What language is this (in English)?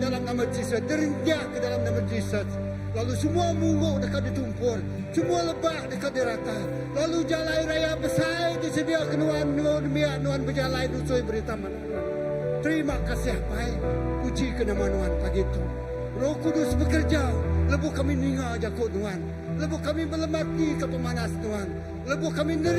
Iban